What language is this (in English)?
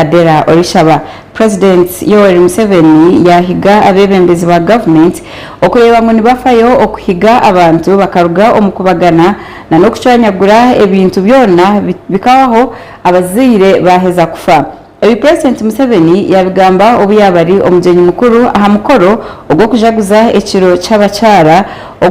Nyankole